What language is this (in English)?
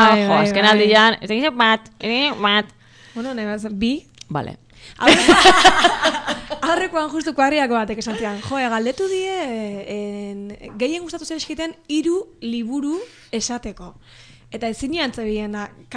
Basque